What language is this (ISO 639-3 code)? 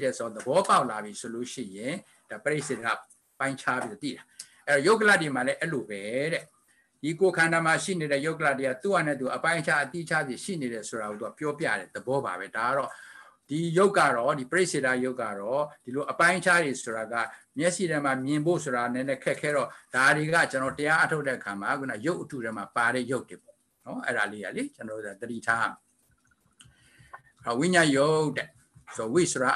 mya